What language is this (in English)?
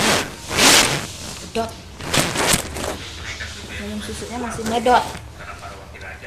Indonesian